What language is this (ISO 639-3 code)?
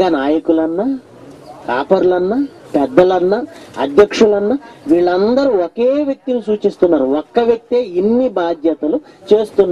tel